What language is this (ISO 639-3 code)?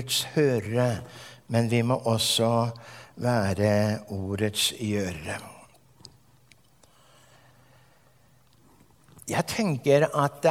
nor